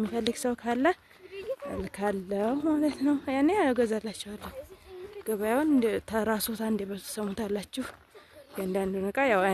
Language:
Amharic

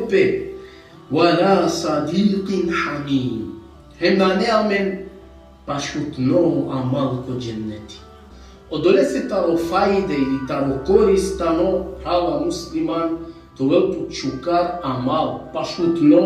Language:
Balkan Romani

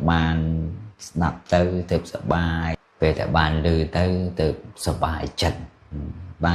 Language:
Khmer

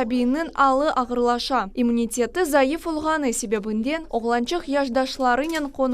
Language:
Crimean Tatar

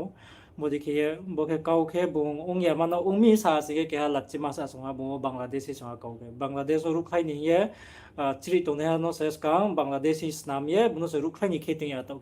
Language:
Riang (India)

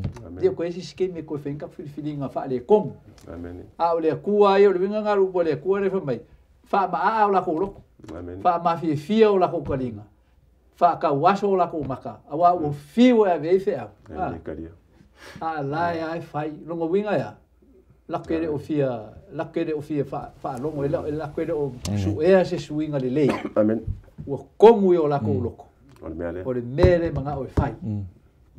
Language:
Samoan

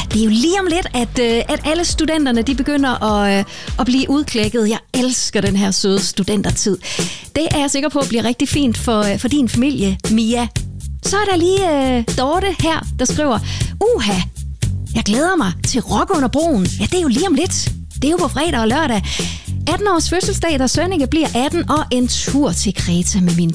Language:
Danish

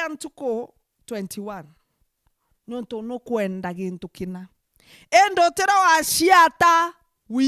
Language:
Meru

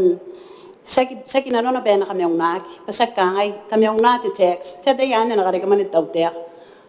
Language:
Gilbertese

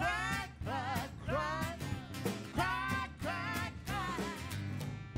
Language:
English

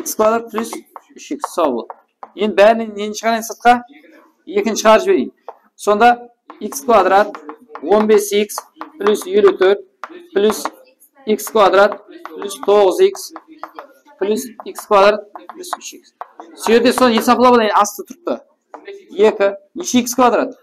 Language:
Kara-Kalpak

